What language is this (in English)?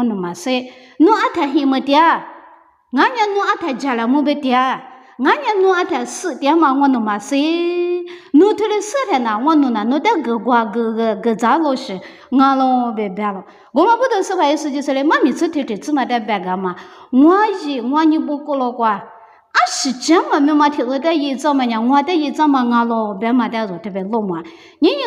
Lisu